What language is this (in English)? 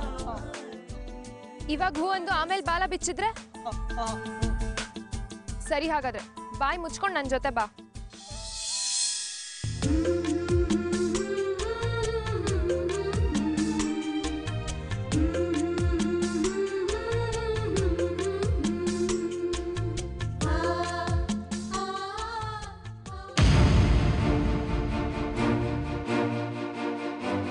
Kannada